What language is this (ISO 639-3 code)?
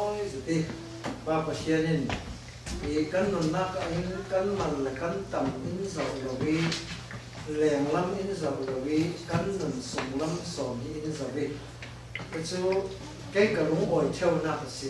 cfm